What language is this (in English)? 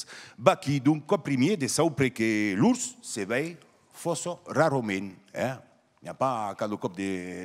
Occitan